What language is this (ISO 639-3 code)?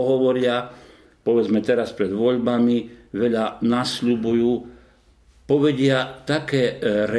slk